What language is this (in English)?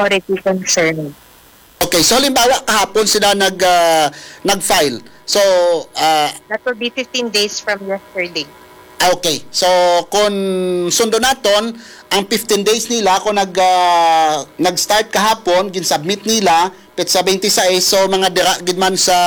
Hiligaynon